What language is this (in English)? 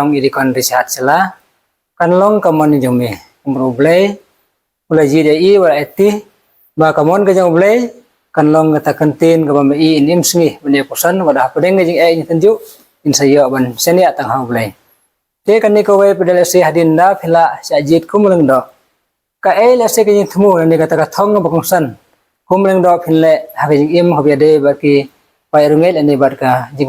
Khasi